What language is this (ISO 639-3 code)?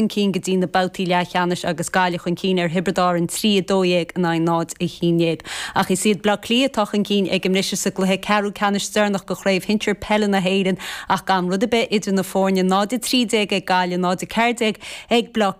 gle